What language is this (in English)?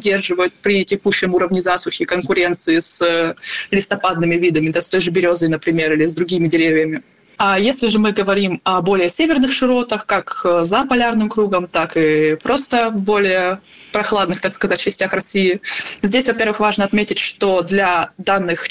Russian